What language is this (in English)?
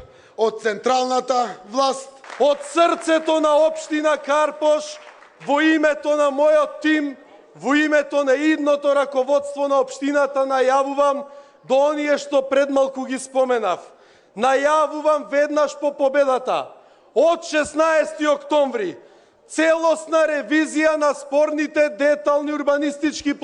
Macedonian